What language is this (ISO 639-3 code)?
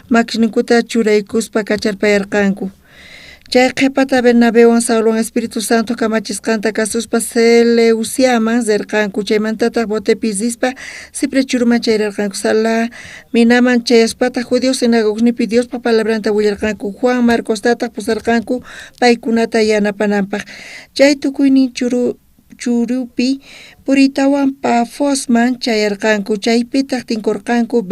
quh